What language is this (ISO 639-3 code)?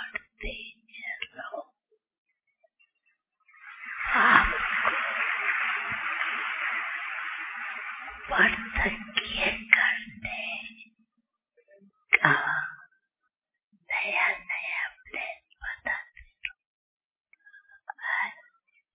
hin